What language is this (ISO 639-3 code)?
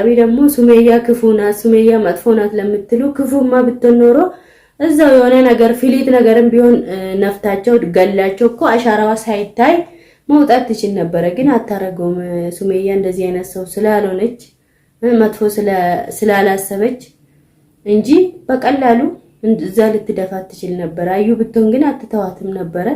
amh